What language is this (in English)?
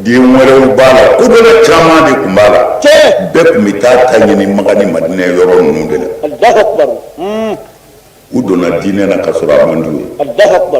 Bambara